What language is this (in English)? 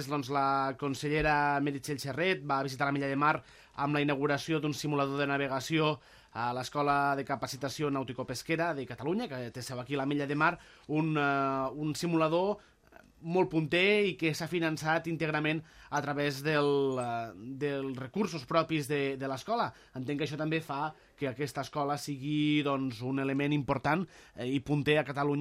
Catalan